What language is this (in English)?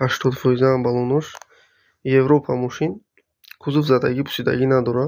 Tajik